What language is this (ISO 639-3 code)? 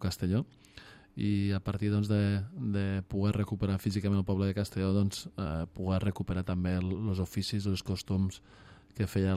cat